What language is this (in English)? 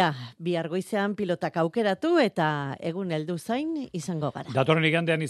Basque